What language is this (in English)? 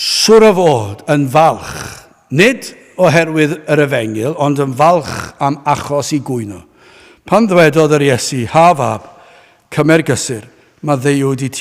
Welsh